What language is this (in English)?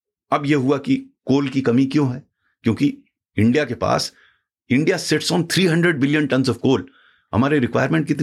Hindi